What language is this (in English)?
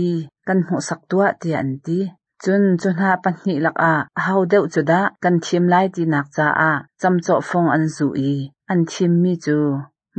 Hakha Chin